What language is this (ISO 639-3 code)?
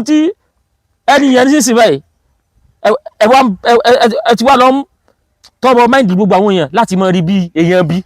yor